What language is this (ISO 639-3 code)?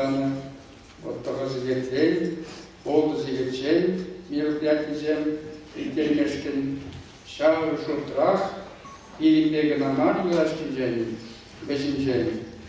chv